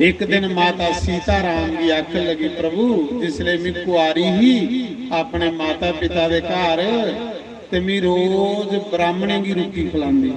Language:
Dogri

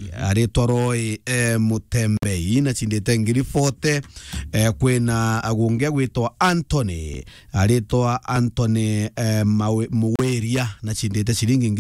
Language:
Meru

